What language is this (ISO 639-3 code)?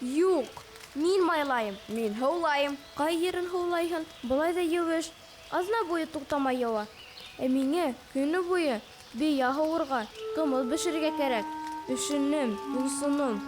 bak